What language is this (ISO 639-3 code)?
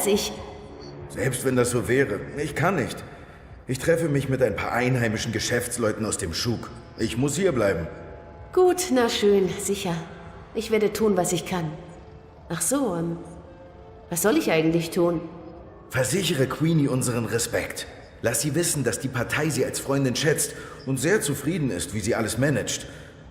gsw